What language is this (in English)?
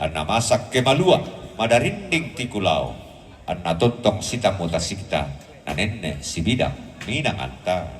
Toraja-Sa'dan